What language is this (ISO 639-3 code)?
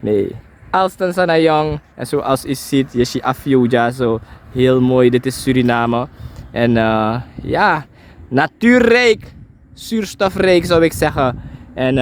srn